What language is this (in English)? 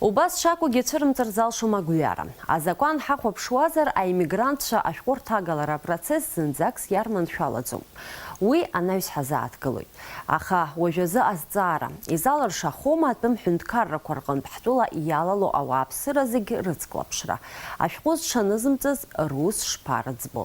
Abkhazian